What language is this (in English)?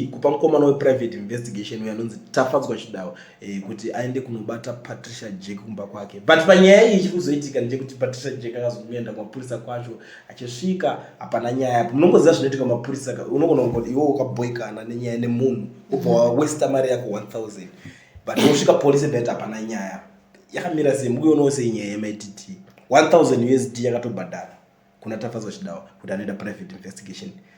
Shona